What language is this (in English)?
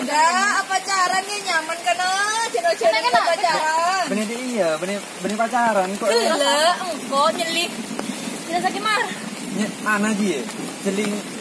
Madurese